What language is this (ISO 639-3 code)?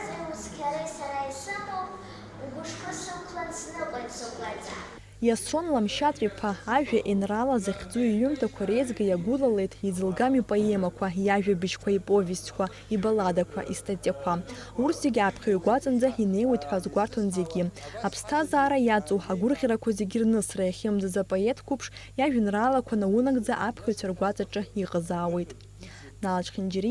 abk